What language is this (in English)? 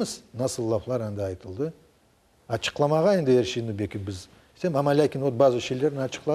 Crimean Tatar